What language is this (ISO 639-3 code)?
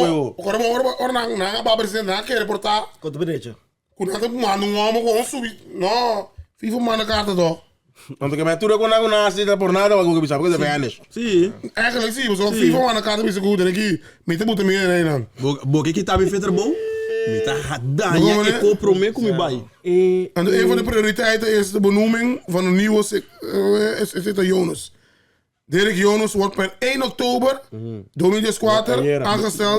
pap